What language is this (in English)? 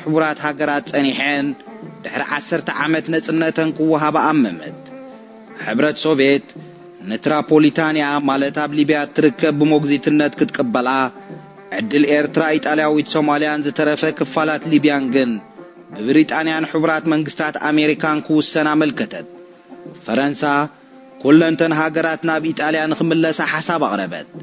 Tigrinya